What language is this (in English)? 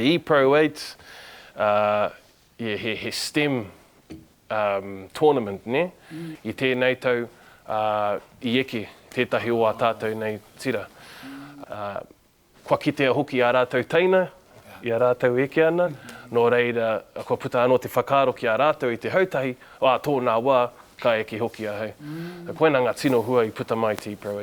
Māori